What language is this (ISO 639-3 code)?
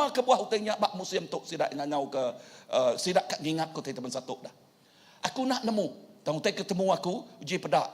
iba